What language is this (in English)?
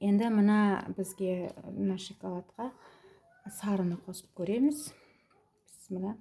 Kazakh